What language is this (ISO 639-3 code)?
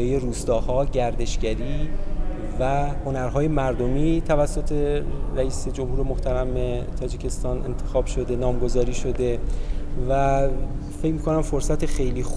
tgk